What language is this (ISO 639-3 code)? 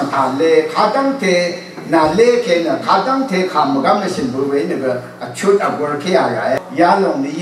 raw